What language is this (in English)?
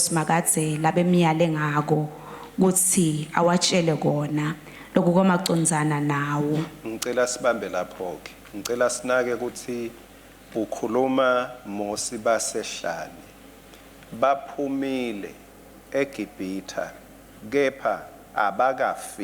Swati